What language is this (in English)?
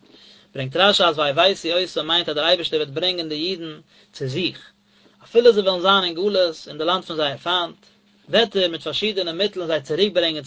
Yiddish